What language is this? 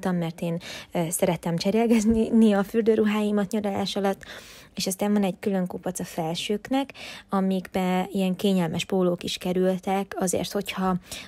Hungarian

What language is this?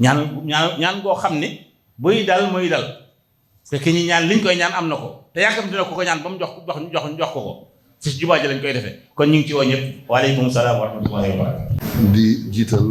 Wolof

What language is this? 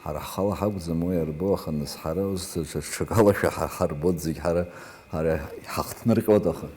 Abkhazian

